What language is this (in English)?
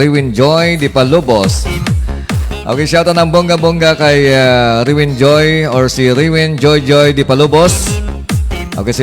Hiligaynon